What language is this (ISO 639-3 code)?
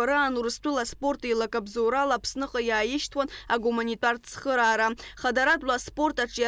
abk